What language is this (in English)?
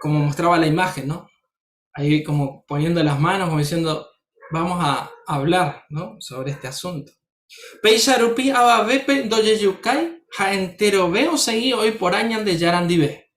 Guarani